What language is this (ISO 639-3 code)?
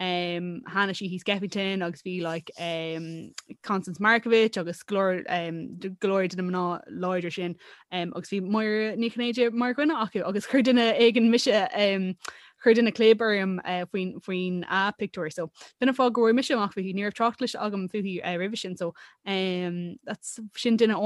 gle